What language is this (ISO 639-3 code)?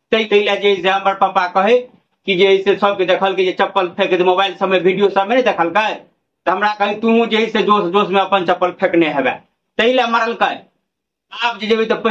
mai